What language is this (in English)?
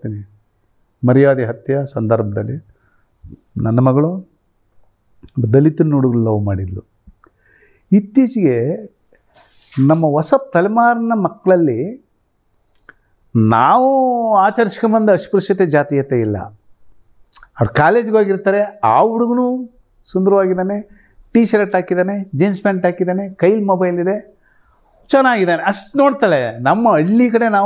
Kannada